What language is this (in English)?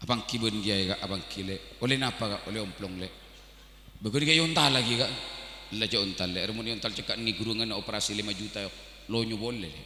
Madurese